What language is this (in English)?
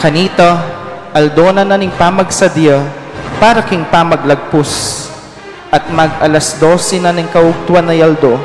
Pampanga